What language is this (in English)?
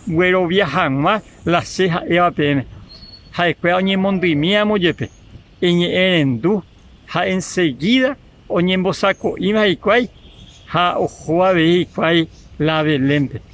Guarani